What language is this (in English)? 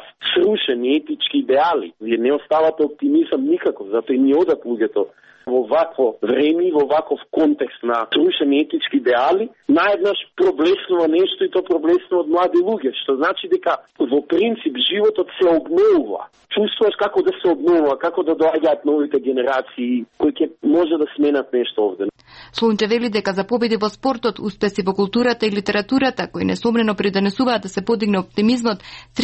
Macedonian